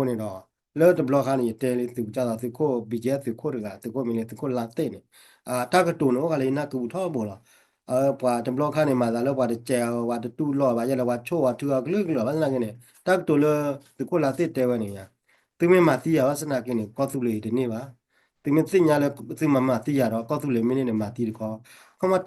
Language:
S'gaw Karen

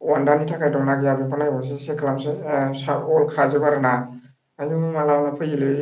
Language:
Bodo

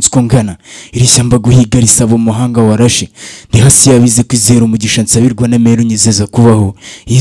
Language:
Kinyarwanda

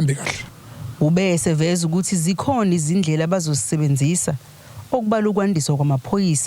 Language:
Zulu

